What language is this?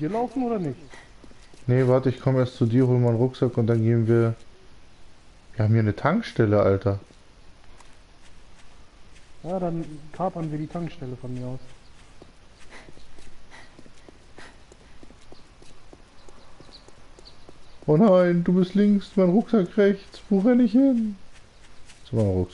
German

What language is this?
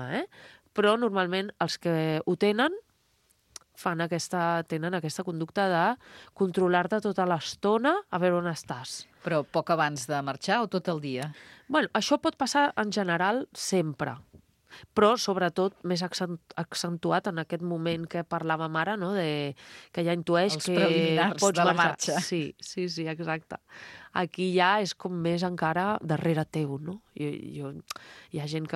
Catalan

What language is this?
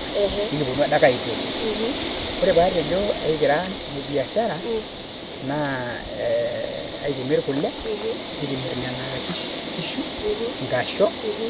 Masai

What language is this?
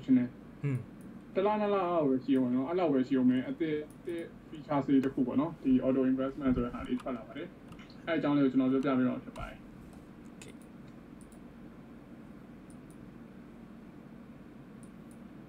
Burmese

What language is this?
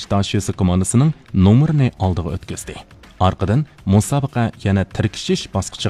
Uyghur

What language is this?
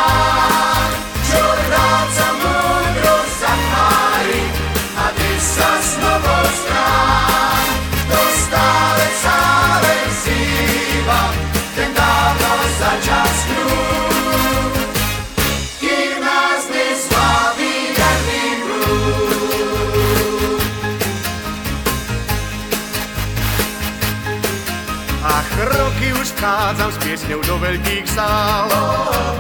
Slovak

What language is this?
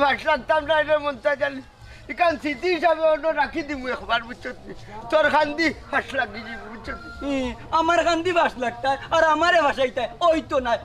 Sylheti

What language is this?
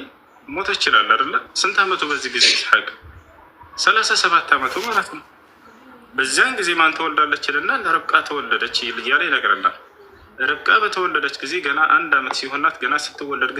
Amharic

